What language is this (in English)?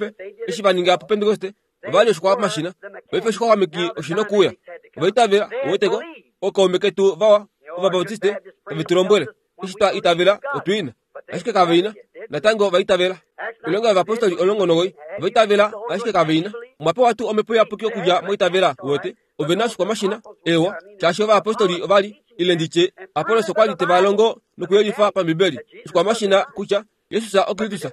Kuanyama